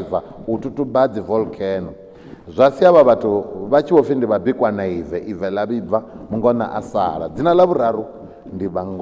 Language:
Venda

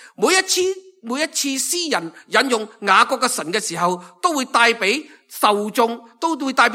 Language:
Cantonese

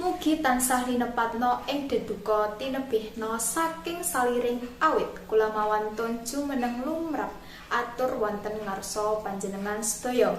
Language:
Javanese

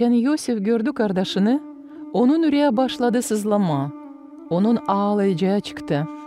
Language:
Gagauz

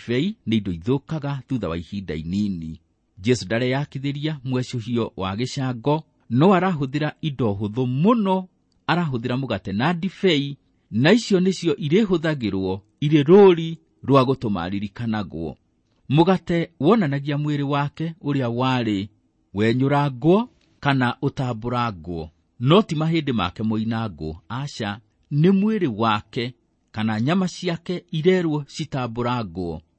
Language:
Kikuyu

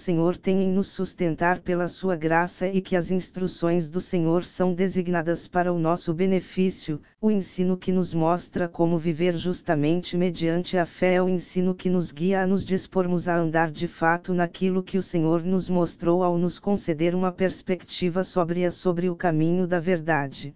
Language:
Portuguese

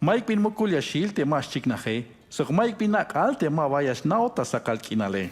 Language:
Tzeltal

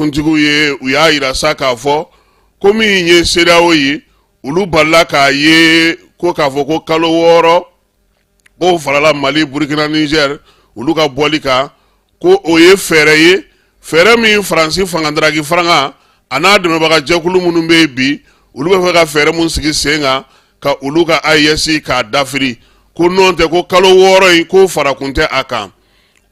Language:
Bambara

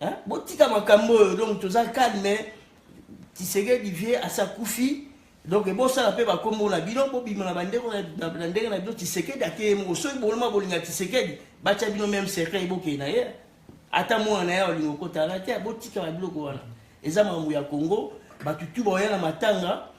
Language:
Lingala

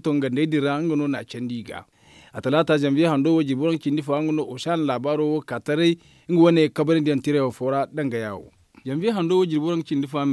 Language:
Zarma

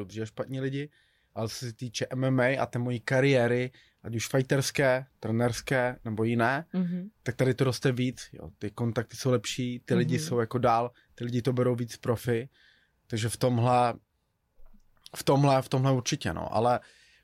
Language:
Czech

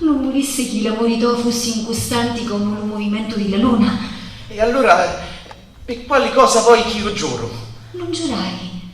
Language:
Sicilian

